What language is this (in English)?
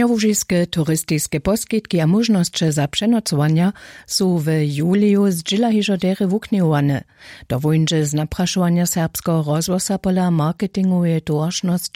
Upper Sorbian